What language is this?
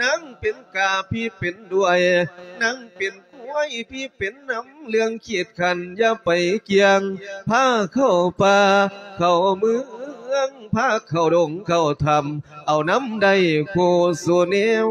Lao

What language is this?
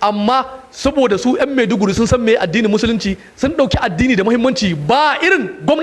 Hausa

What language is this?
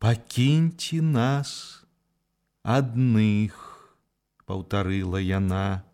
Belarusian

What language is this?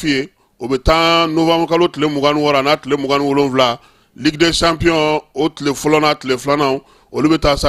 Bambara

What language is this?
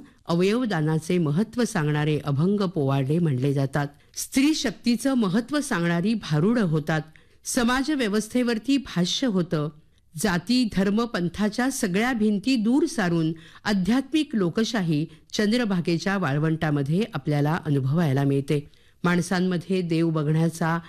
Marathi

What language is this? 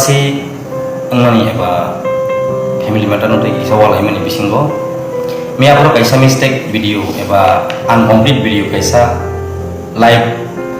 Kok Borok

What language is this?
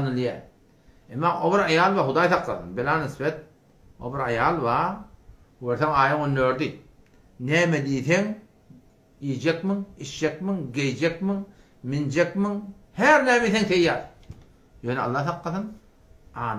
Turkmen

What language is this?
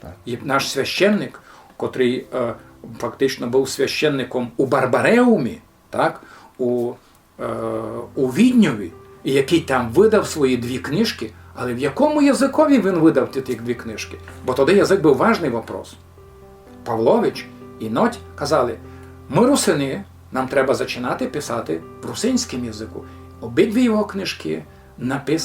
Rusyn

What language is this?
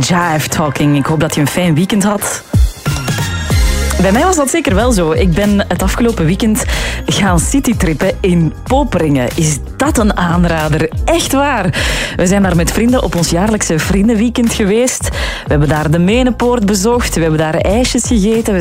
Dutch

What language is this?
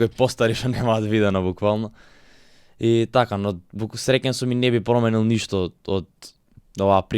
Macedonian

